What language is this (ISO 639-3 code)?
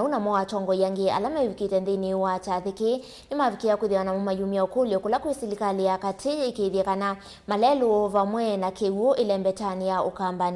kam